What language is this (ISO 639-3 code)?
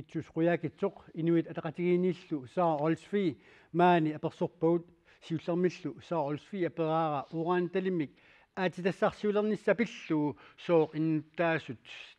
kal